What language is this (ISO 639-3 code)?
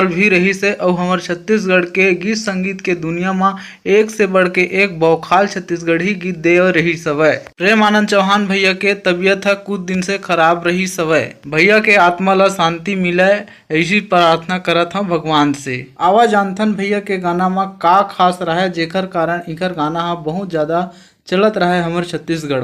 hne